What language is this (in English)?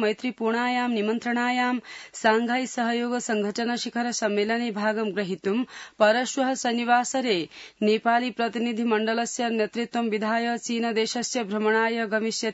Sanskrit